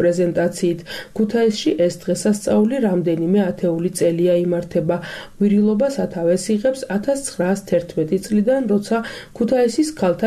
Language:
Georgian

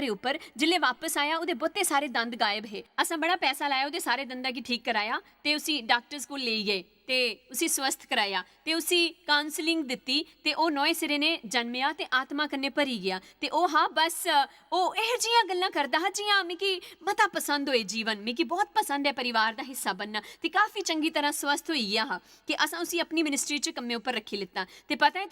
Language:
Dogri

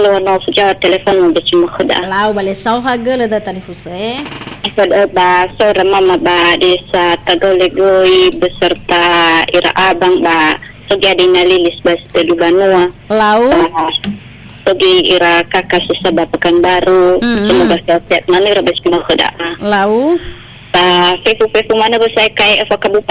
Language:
Nias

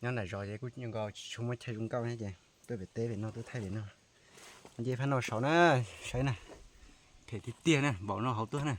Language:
Hmong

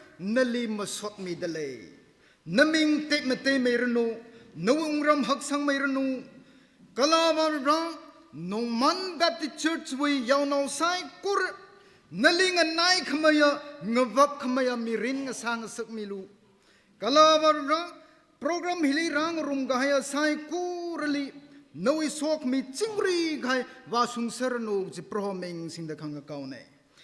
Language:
Tangkhul Naga (India)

